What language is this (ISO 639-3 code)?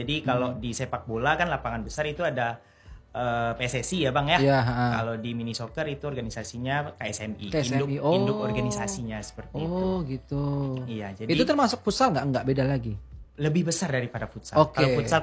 ind